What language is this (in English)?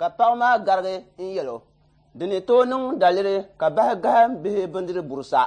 Dagbani